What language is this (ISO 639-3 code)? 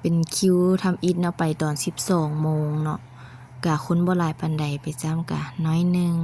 lao